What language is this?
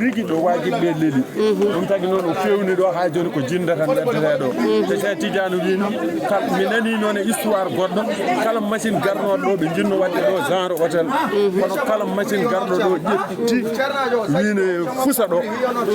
Fula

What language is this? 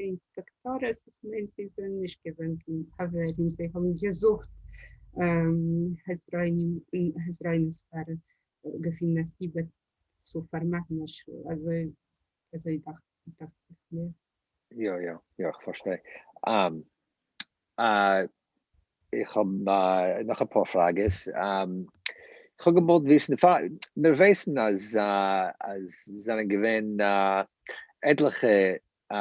Yiddish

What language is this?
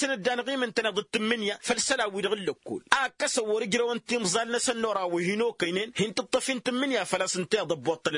Tamasheq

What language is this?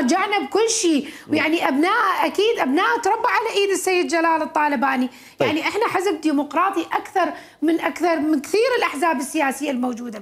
Mesopotamian Arabic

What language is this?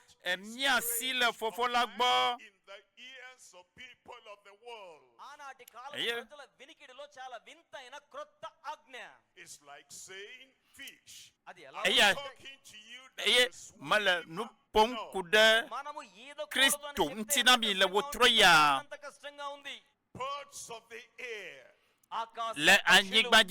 Ewe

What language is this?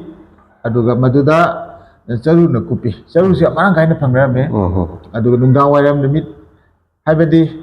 Manipuri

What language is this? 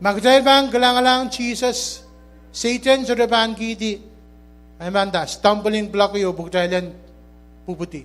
Pohnpeian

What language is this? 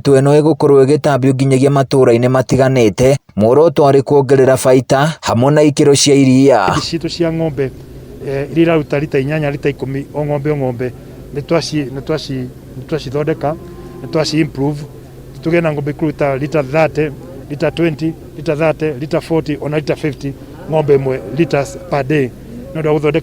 Kikuyu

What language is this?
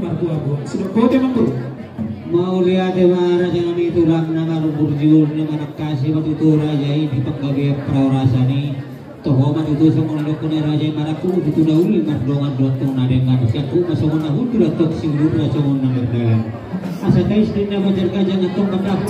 Batak Toba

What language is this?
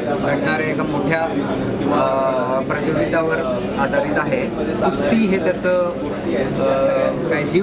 Marathi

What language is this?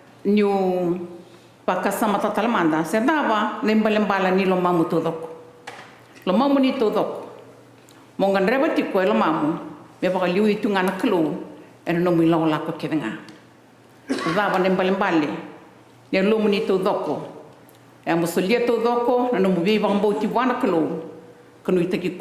Fijian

